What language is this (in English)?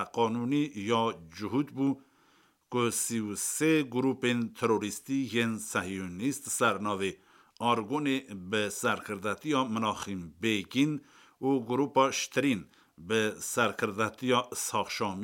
Kurdish